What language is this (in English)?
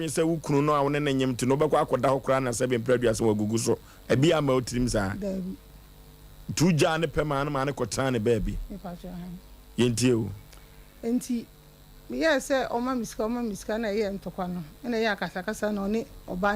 Akan